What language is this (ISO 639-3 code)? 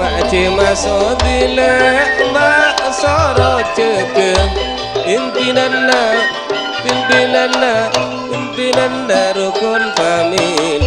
mad